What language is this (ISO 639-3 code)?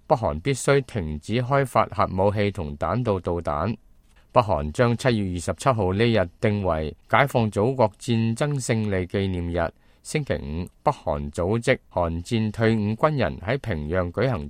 yue